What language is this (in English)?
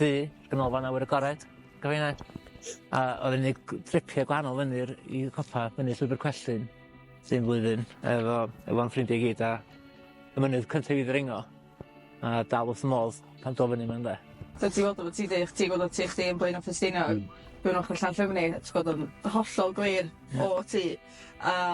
Welsh